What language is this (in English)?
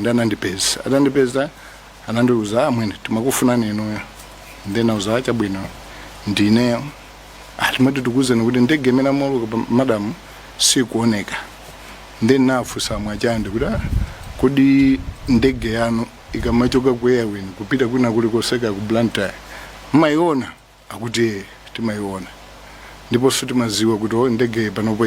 Nyanja